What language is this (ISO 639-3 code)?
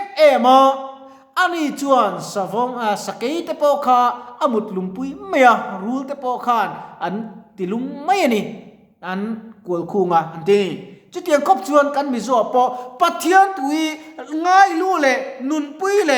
lus